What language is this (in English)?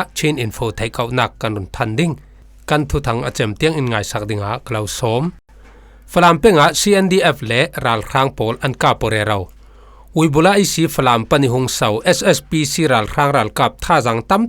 Falam Chin